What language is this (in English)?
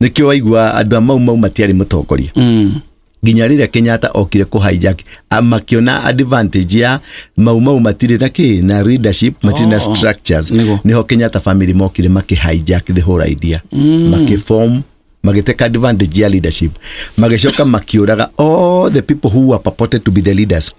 Kikuyu